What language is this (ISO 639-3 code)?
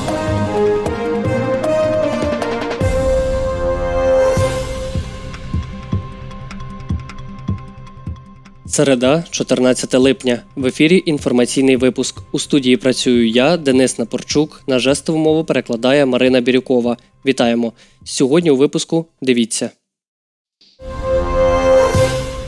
ukr